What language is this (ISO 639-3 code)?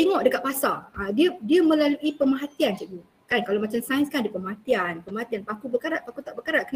msa